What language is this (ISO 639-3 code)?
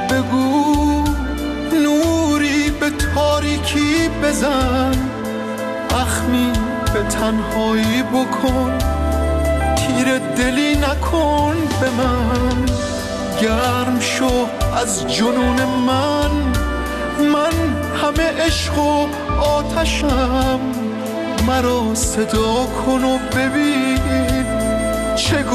fas